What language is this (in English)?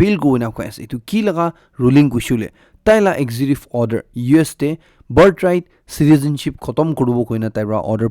Naga Pidgin